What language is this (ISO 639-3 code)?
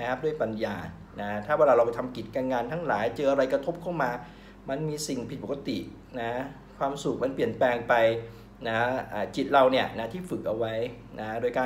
tha